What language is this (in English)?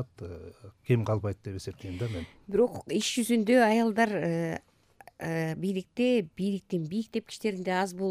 Kyrgyz